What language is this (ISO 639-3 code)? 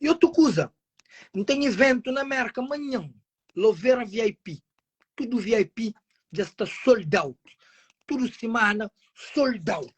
kea